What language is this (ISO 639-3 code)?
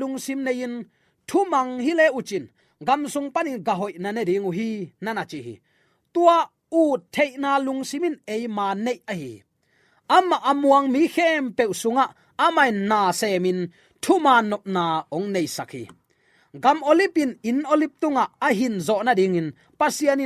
ctd